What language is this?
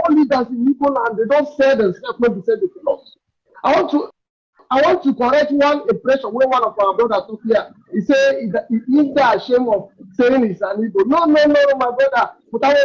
Nigerian Pidgin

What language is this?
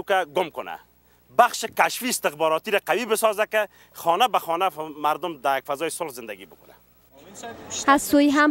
Persian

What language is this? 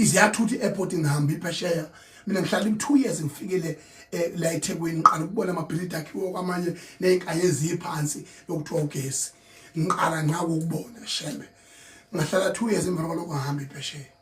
Zulu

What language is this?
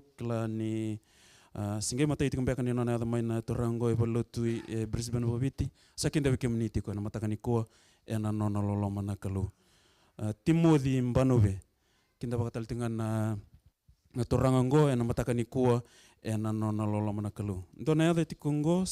Fijian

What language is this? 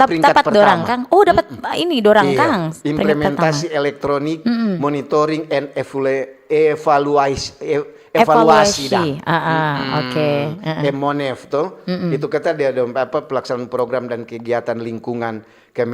Manado Malay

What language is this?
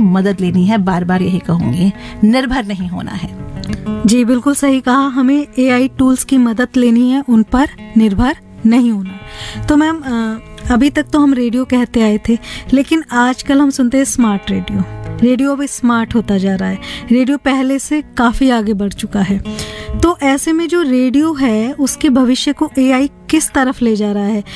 Hindi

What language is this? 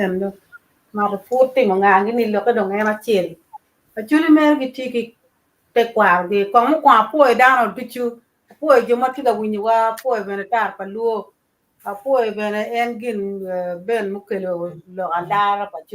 Acoli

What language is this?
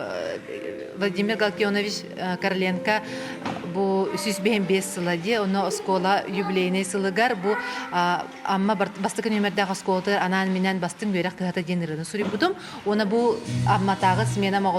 Yakut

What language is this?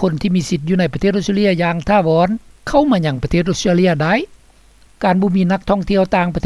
Lao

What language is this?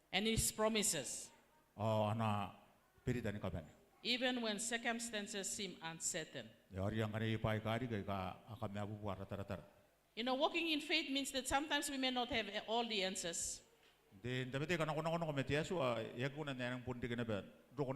Gilbertese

